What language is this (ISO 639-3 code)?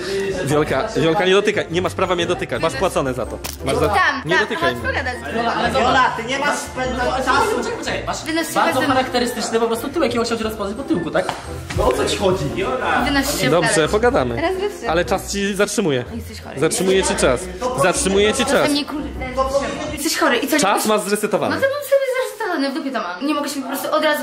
pol